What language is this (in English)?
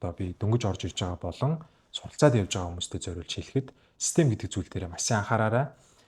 Mongolian